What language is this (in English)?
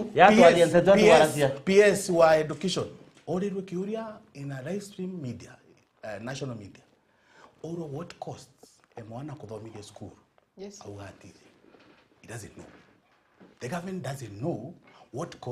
Meru